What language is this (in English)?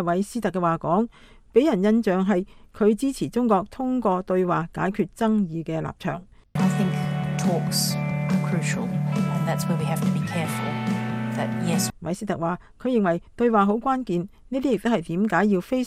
Cantonese